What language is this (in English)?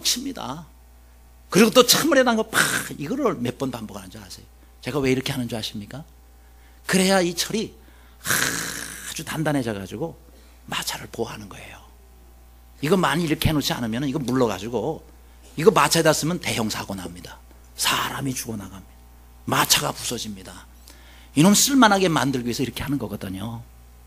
Korean